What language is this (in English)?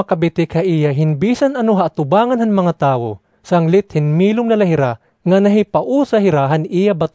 Waray